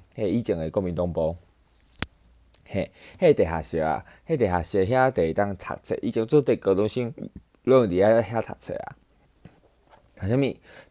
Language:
Min Nan Chinese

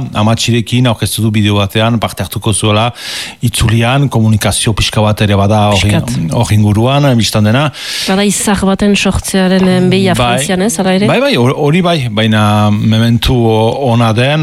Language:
Basque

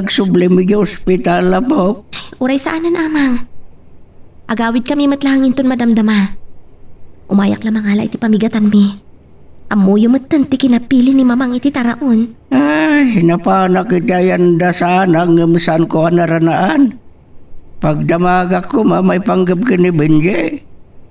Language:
Iloko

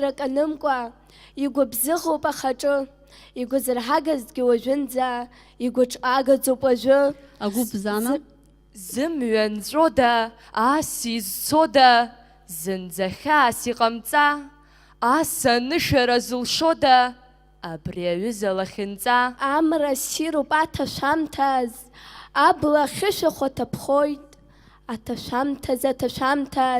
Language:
Abkhazian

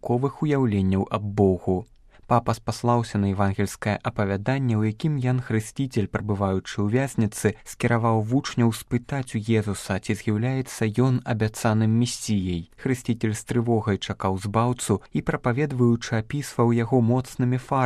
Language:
Belarusian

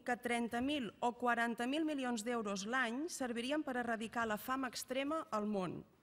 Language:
Catalan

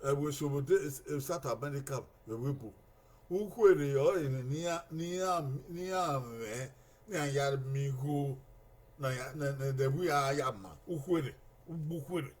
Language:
Bini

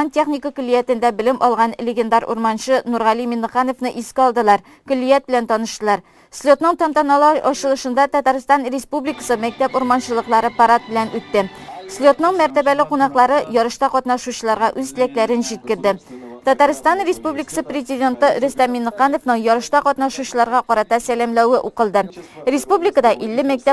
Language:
Tatar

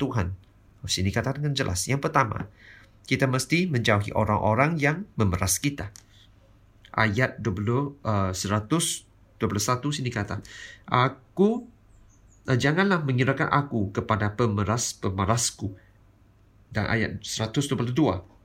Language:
Malay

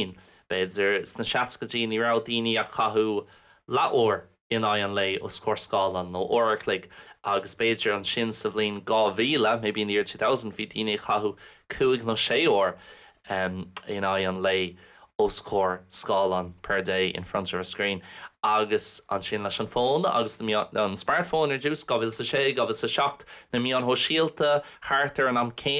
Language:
Irish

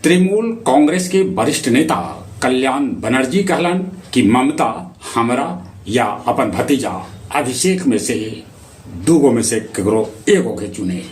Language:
Magahi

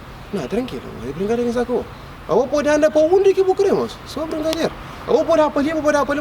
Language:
Kabuverdianu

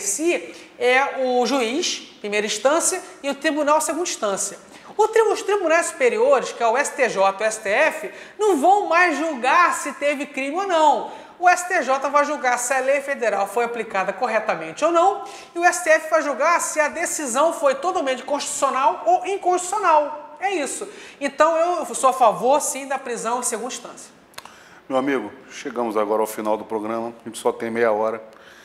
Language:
Portuguese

